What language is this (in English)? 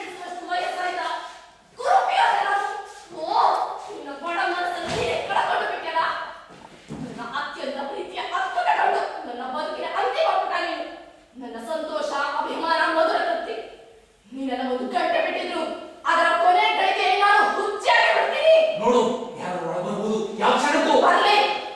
Kannada